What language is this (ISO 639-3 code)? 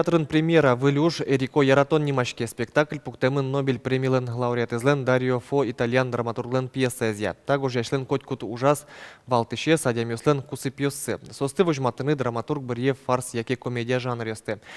udm